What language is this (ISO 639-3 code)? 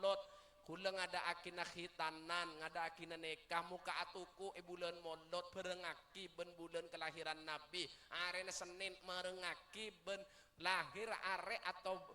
mad